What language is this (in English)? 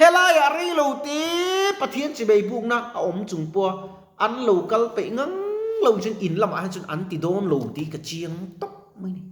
Mizo